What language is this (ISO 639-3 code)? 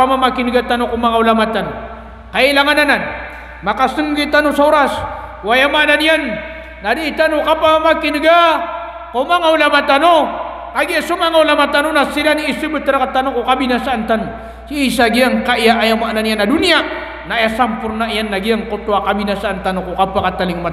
mrw